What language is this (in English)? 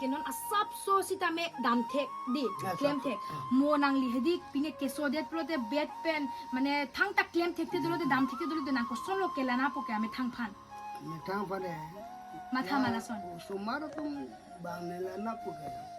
Karbi